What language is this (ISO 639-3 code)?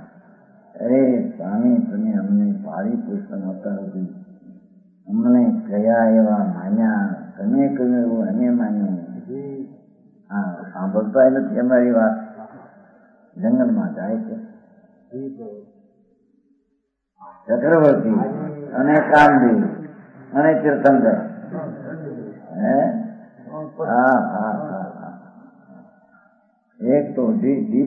guj